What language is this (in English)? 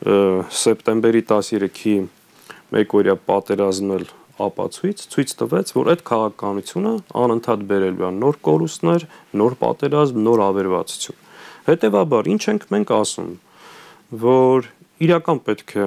Armenian